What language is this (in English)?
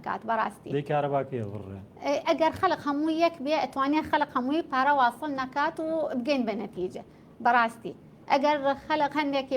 Central Kurdish